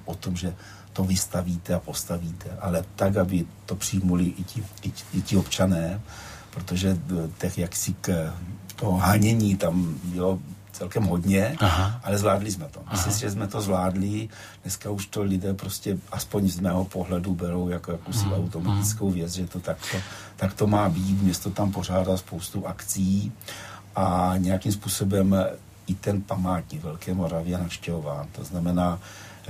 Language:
Czech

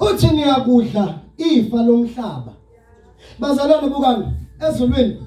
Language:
Zulu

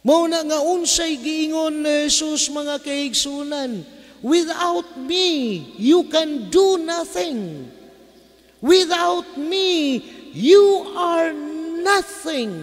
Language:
Cebuano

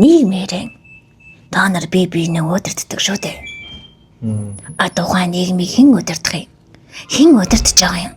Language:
Mongolian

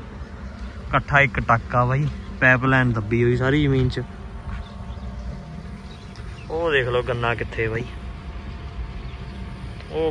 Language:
Punjabi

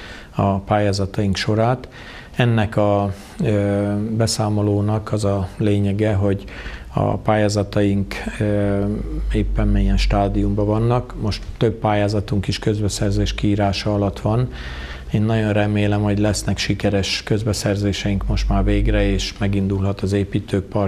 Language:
Hungarian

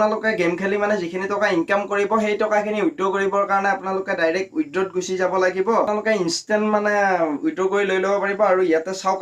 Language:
Assamese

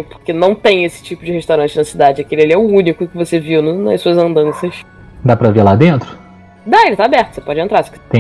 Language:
Portuguese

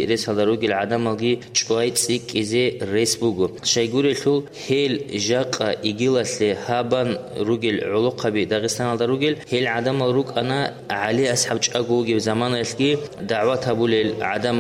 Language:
Avaric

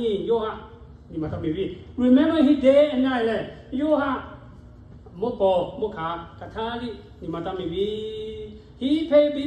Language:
Lahu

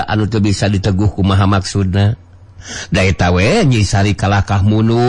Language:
Sundanese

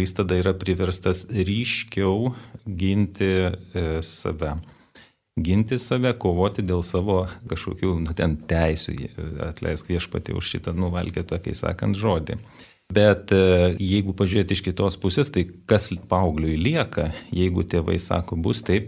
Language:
Lithuanian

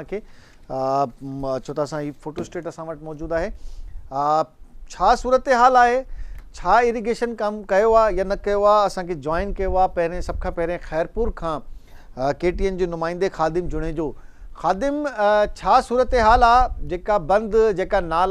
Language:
Sindhi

